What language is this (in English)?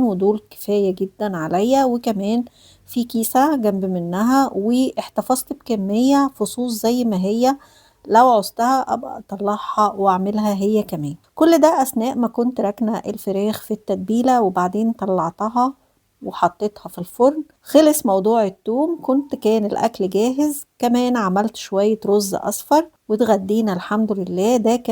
Egyptian Arabic